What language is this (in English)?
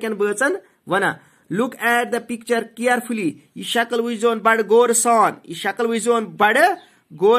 Kashmiri